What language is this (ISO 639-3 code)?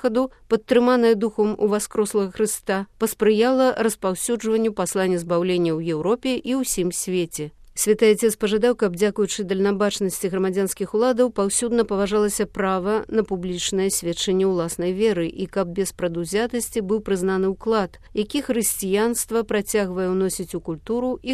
bel